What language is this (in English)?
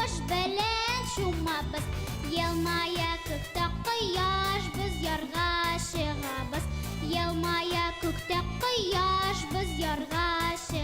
Bashkir